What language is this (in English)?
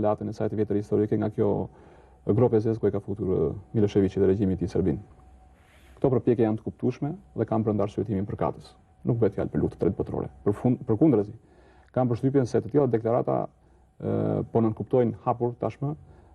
Albanian